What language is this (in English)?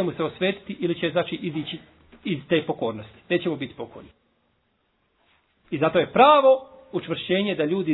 Bosnian